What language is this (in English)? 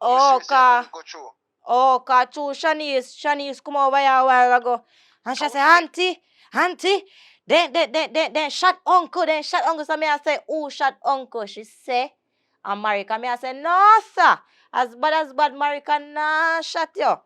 Jamaican Creole English